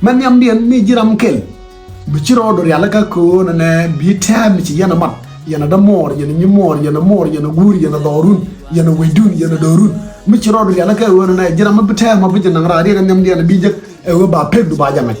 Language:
Nuer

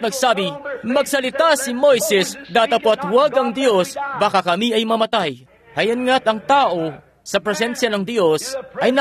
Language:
Filipino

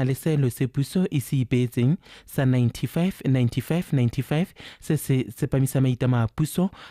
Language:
Tswana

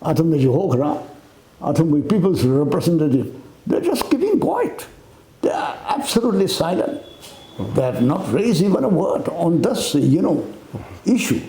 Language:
Tangkhul Naga (India)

